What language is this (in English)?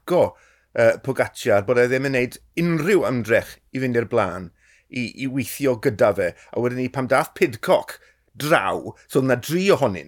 Welsh